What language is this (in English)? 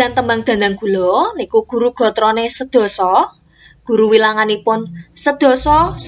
Javanese